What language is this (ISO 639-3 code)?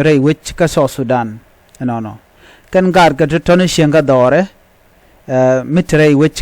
nus